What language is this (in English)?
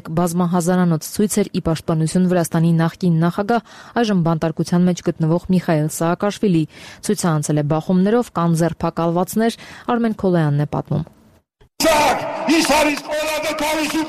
Armenian